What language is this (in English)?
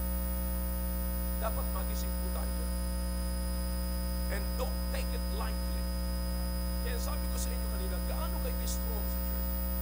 Filipino